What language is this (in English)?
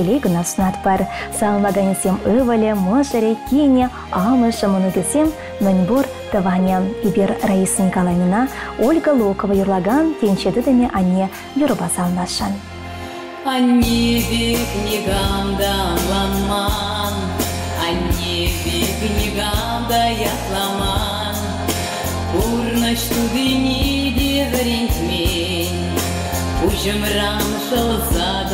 Chuvash